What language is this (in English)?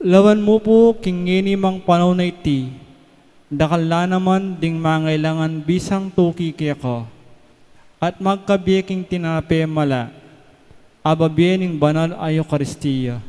Pampanga